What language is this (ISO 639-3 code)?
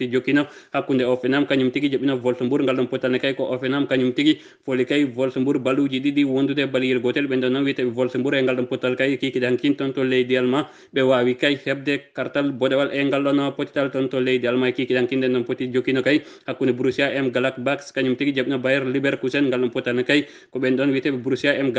ful